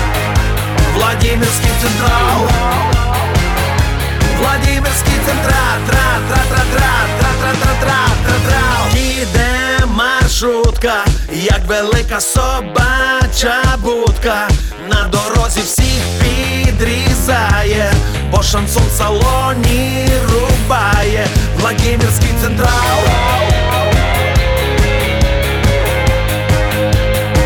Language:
Ukrainian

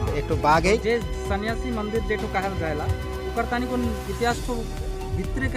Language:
Sadri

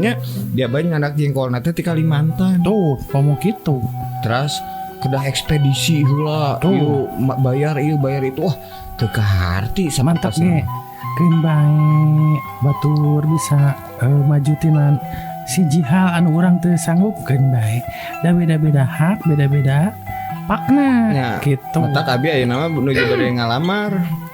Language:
Sundanese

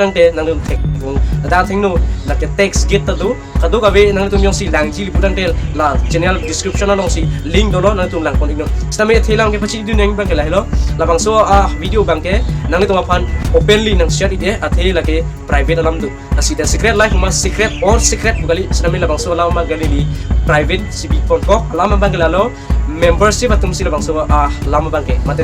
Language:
Karbi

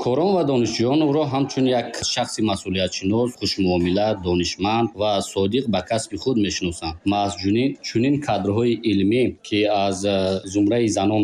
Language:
Tajik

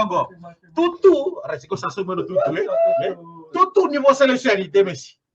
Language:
Fijian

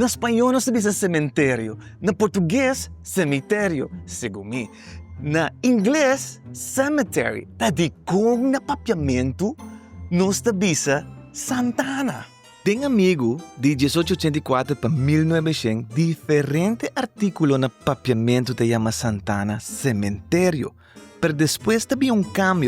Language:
Papiamento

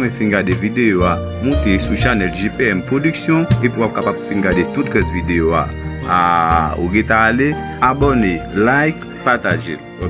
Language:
Haitian Creole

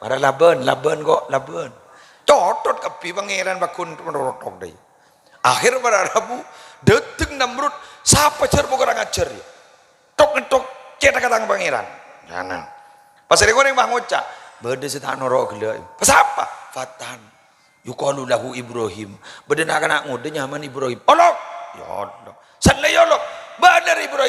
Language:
Madurese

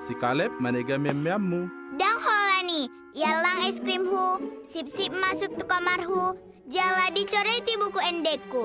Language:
Batak Toba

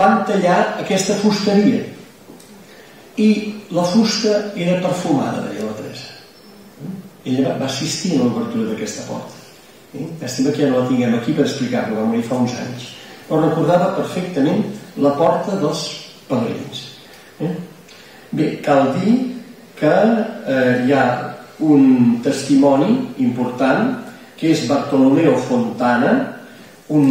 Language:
Catalan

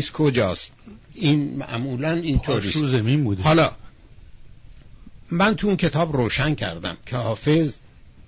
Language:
Persian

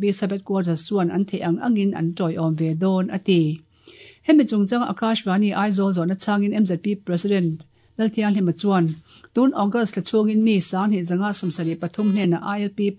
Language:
Mizo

